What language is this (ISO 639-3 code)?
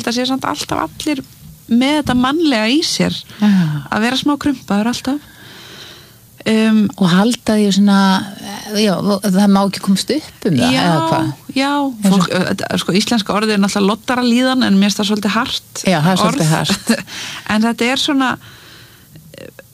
isl